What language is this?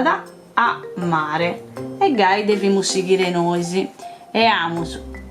Sardinian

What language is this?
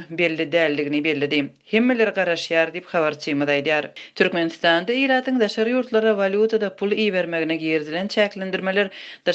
Turkmen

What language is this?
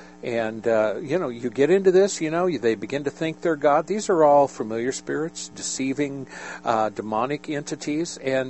English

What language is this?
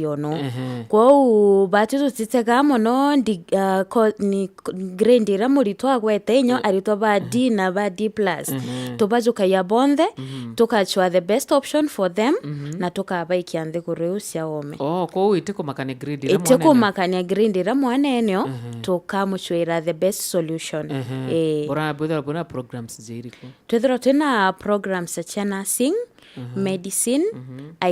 Meru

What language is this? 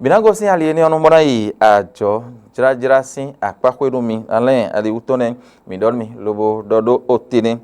Fon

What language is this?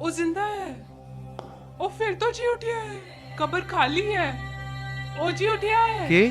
Dogri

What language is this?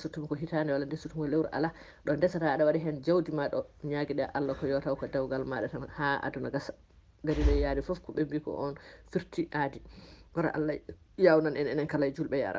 Fula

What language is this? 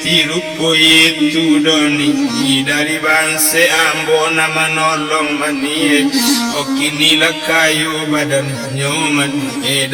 Minangkabau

